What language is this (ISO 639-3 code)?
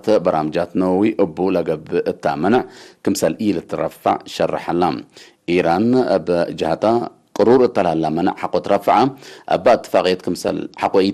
tig